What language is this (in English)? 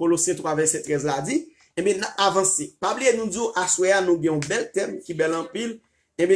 Haitian Creole